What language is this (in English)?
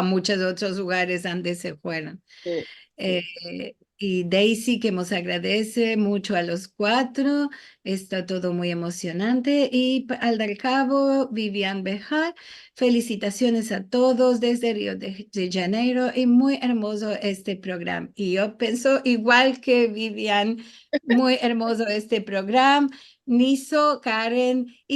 Ladino